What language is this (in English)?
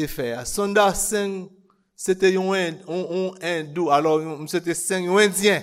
Haitian Creole